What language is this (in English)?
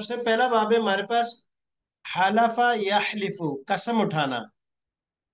Urdu